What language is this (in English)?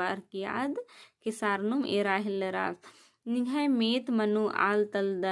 Kurukh